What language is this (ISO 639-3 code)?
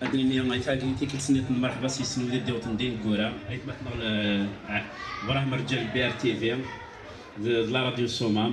kab